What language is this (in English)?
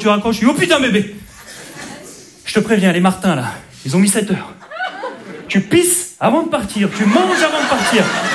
French